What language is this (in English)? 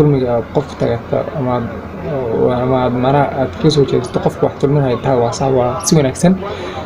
Somali